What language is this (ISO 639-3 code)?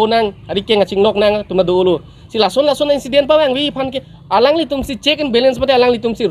mjw